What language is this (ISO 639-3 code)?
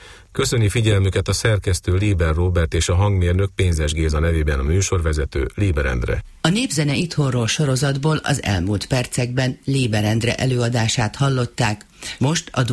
hun